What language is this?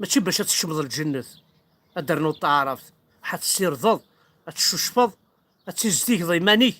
Kabyle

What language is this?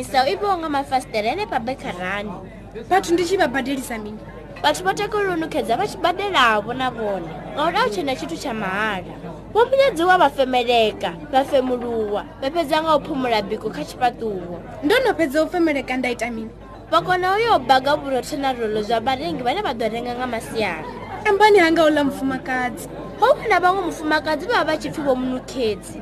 Venda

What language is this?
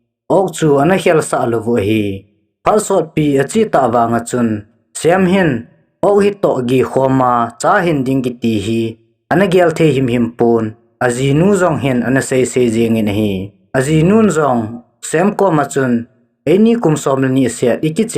Thado Chin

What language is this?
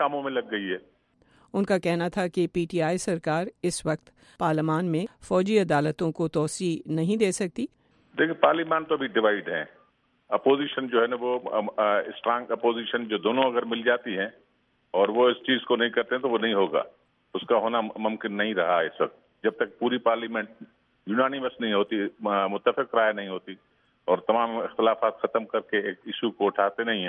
Urdu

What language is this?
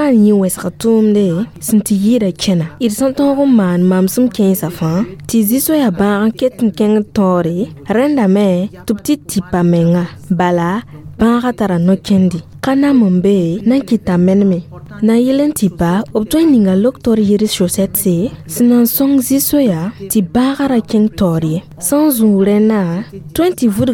Mossi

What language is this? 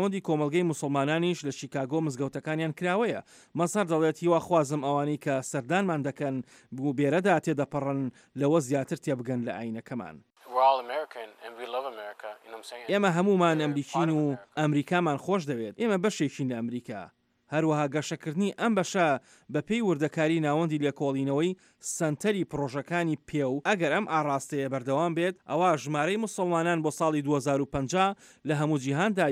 Central Kurdish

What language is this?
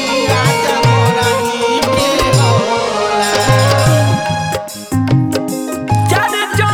Bhojpuri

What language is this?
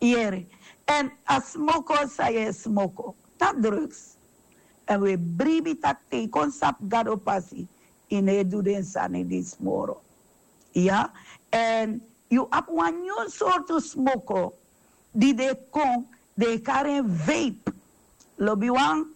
Sranan Tongo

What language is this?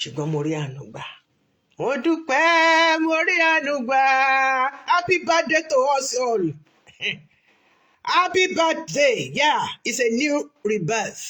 Yoruba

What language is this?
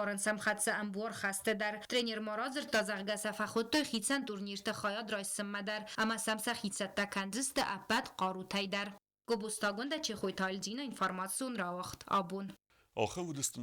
Ossetic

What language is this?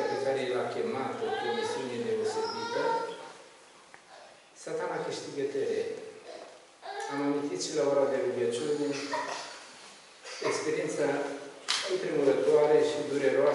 Romanian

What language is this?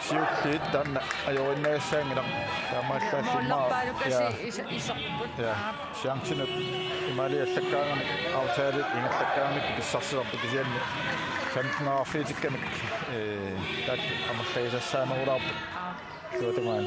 Kalaallisut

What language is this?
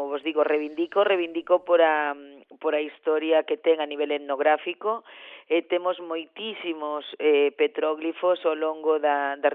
Galician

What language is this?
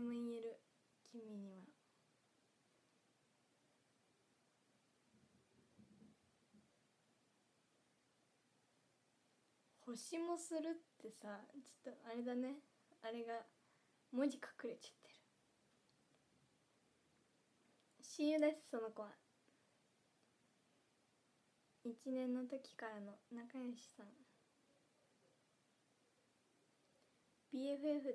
Japanese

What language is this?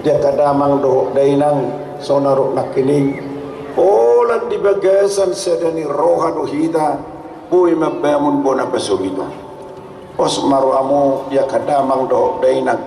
Batak Toba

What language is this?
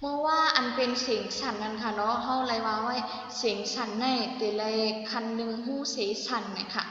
Shan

